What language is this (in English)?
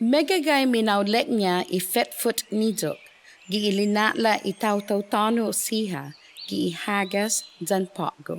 Chamorro